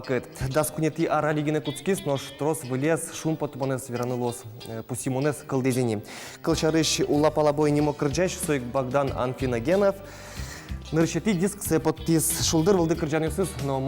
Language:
Udmurt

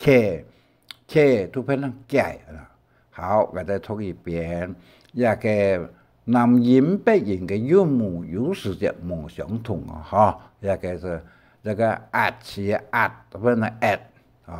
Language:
Hakka Chinese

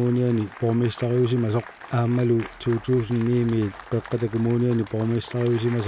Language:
Kalaallisut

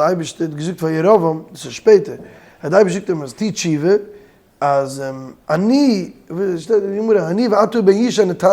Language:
Yiddish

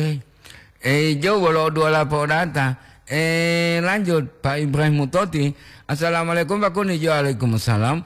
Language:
Gorontalo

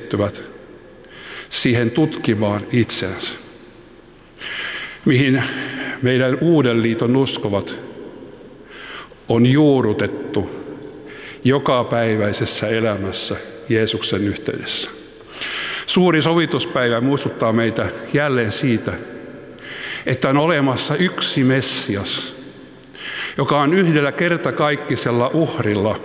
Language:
Finnish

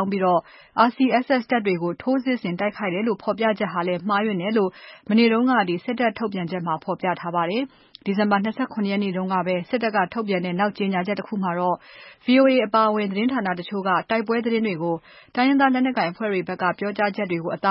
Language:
Burmese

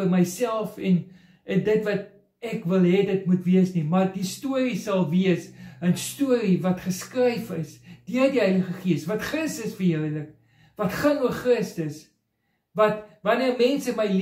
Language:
Afrikaans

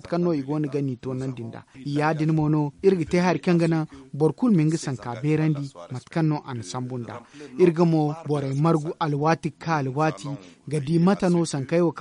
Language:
Zarma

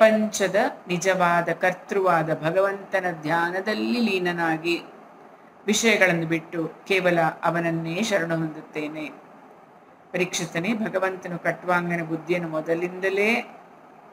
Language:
Kannada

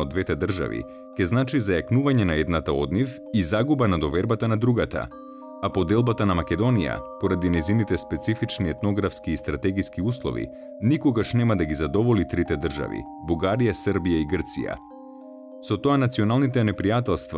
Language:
Macedonian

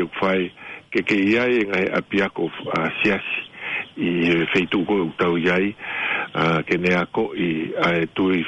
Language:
Tongan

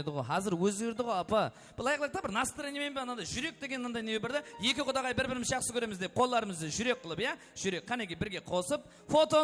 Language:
Kara-Kalpak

